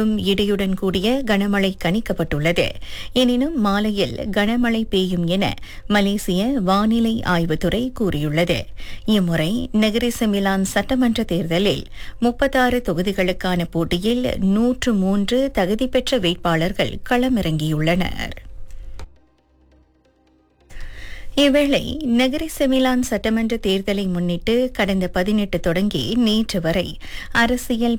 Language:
Tamil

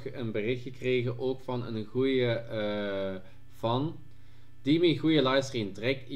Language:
Dutch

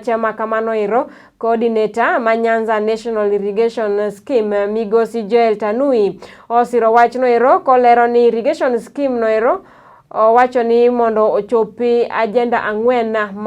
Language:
Luo (Kenya and Tanzania)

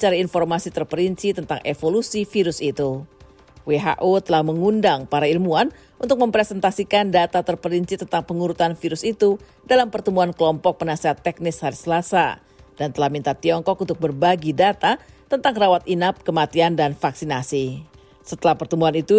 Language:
Indonesian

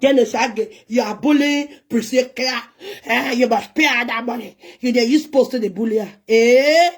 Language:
Nigerian Pidgin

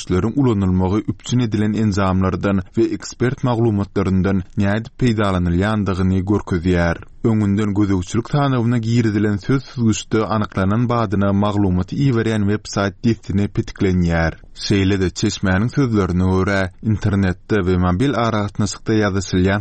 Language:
Turkmen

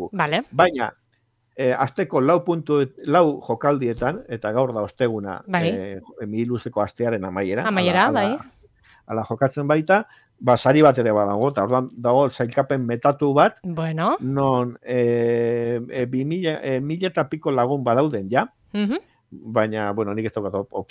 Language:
Basque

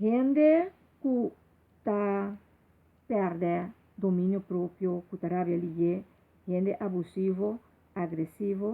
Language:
Papiamento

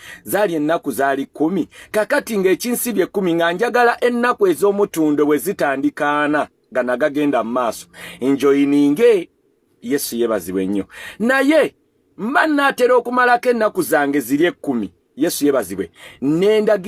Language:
Ganda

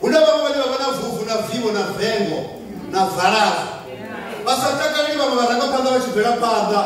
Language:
Venda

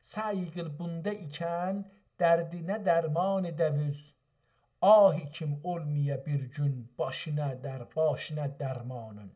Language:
South Azerbaijani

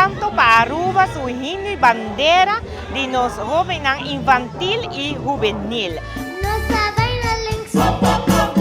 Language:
Papiamento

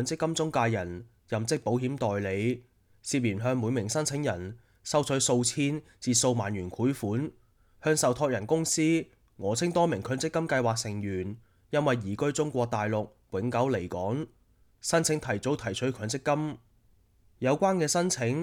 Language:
Cantonese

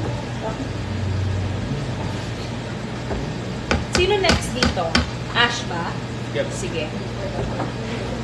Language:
Filipino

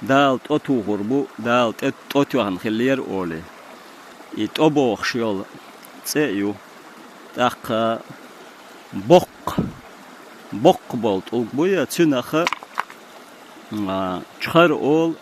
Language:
Chechen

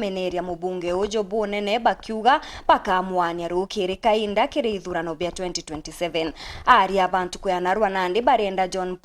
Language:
Meru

